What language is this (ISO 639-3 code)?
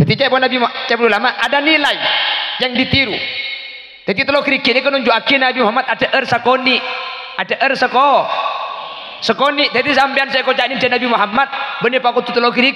mad